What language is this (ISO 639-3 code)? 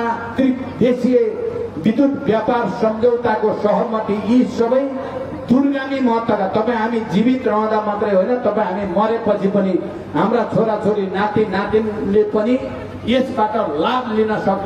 nep